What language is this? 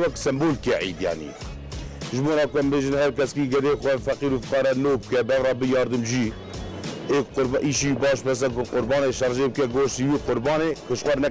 Kurdish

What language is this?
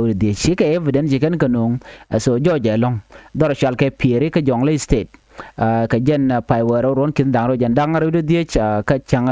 Nuer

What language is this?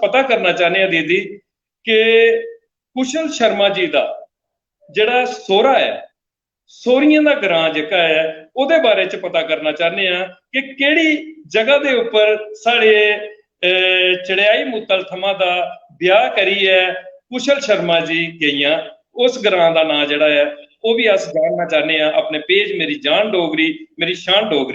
Dogri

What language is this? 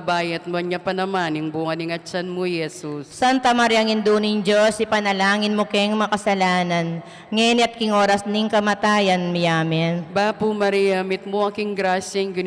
Pampanga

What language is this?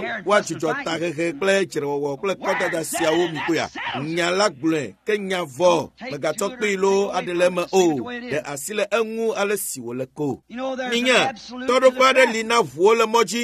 Ewe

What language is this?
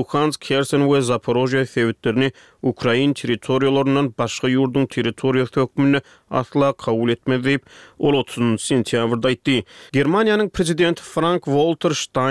Turkmen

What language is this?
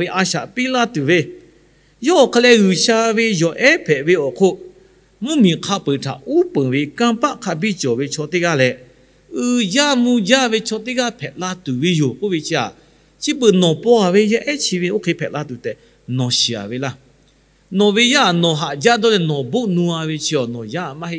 Lahu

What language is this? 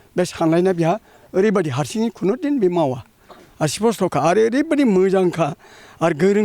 Bodo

